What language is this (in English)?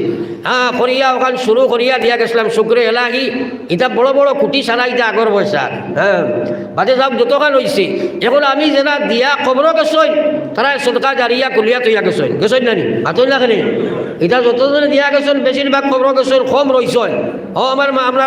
Sylheti